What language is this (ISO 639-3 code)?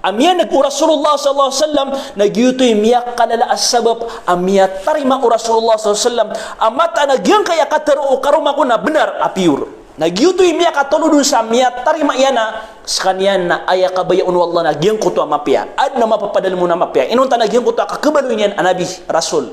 mrw